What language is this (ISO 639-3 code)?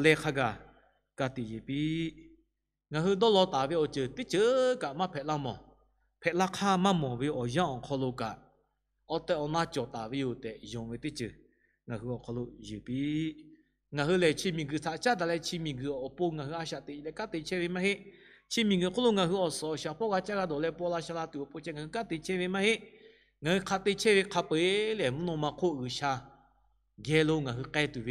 lhu